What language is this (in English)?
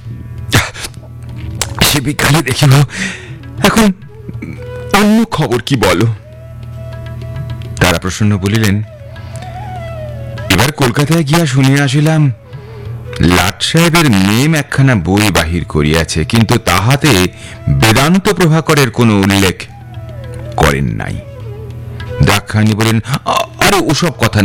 Bangla